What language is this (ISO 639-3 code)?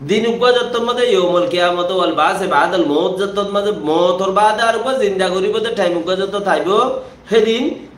rhg